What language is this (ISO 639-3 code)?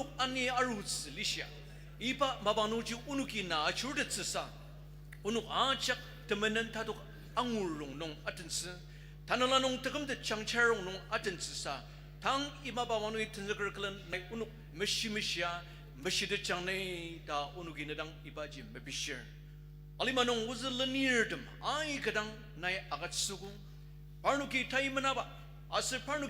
njo